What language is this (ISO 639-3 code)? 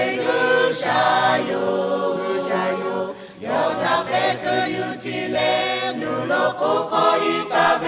lhu